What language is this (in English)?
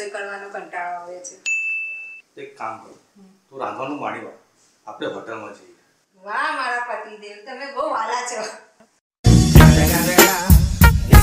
Gujarati